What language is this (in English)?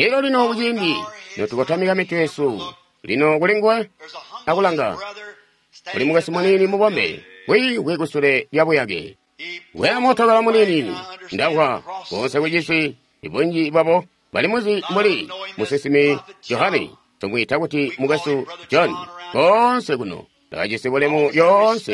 Tonga (Zambia)